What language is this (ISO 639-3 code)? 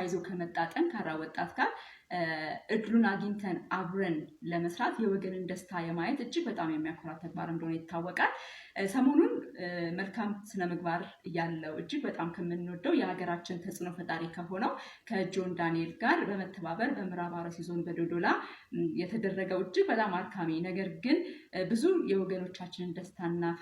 amh